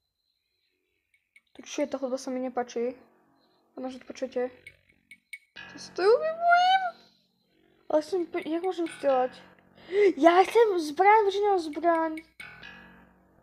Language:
Slovak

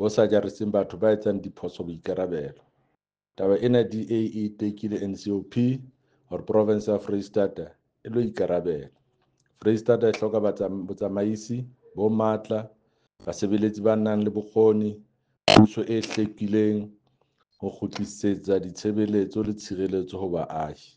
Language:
Southern Sotho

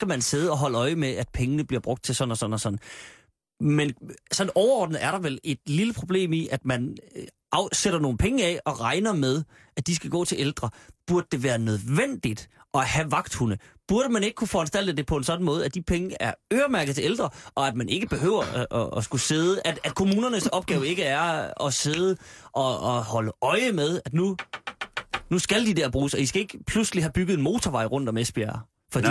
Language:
Danish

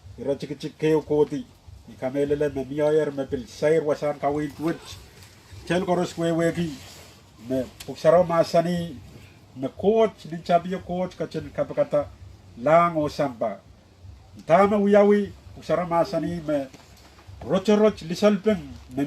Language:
Pohnpeian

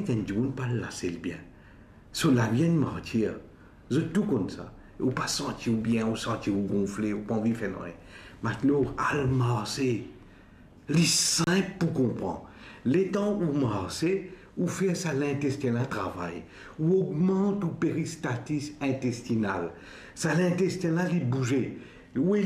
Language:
Morisyen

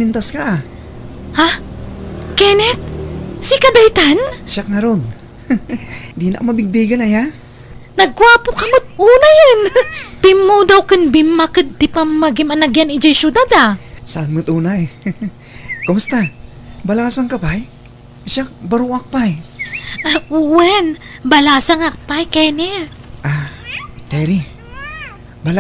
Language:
Iloko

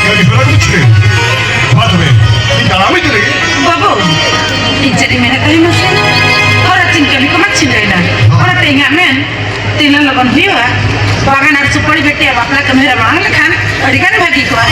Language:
Santali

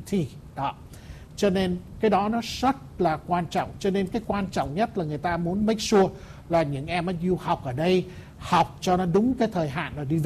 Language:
Vietnamese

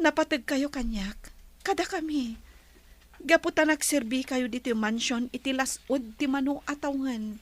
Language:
Iloko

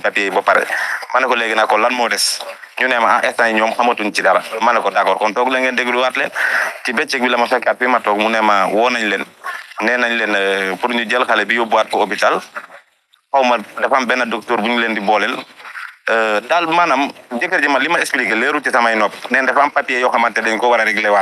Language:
Wolof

